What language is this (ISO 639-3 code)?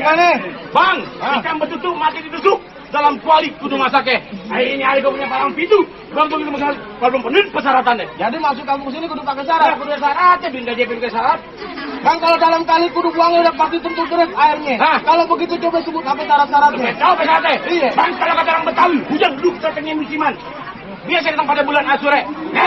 bew